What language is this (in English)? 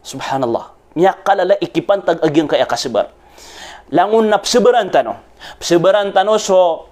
Maranao